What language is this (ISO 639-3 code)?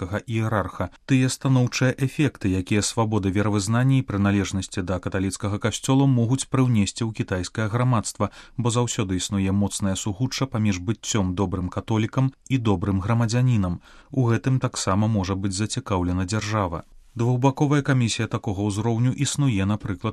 bel